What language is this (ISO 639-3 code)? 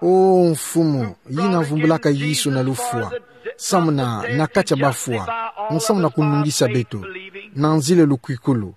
ktu